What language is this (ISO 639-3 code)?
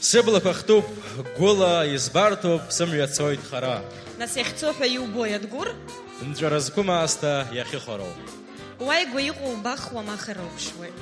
abk